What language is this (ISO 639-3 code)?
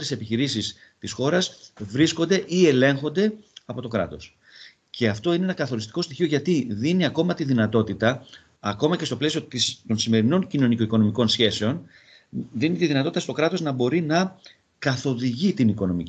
ell